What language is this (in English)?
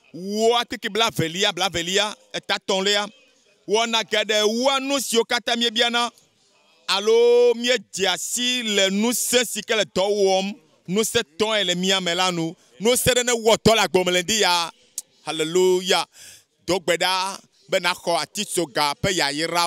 Ewe